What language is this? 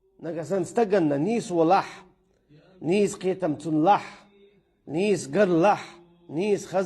Chechen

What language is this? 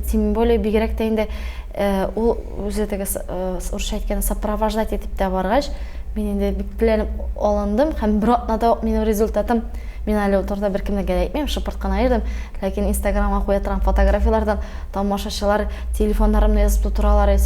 Tatar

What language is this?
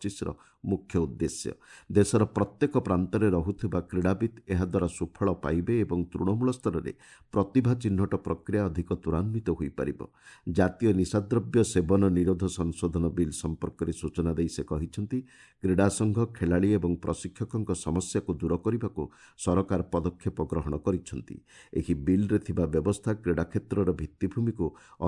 Odia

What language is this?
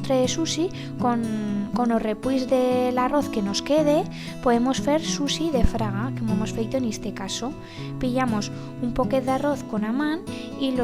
Aragonese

